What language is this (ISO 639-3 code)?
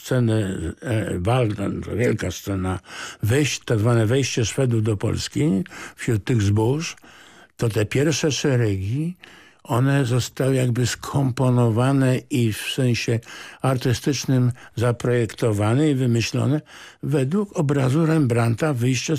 pol